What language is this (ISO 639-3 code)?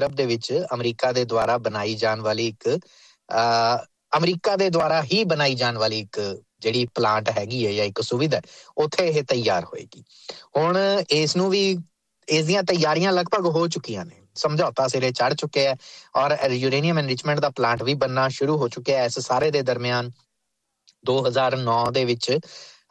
pan